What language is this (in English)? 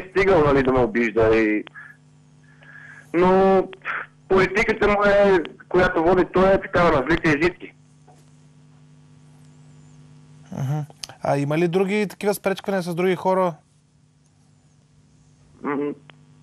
Bulgarian